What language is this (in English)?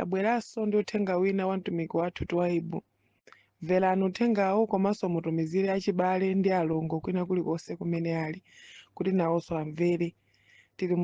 Nyanja